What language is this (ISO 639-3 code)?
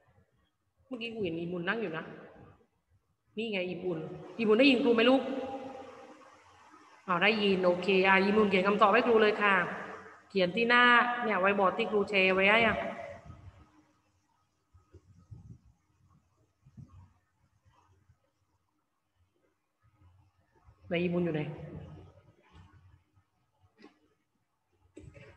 tha